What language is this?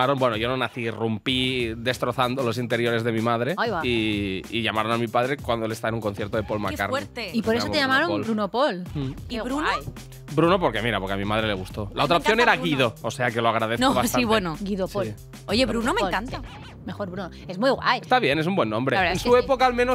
Spanish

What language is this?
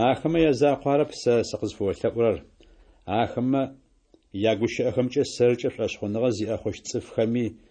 Adyghe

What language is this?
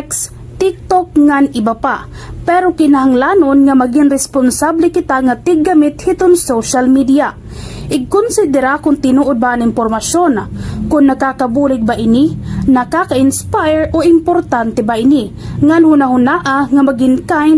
Waray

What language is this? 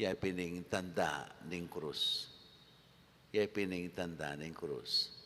Pampanga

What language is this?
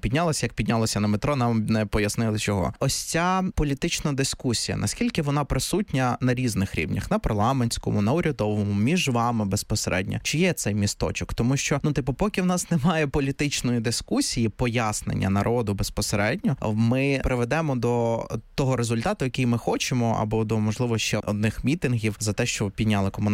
Ukrainian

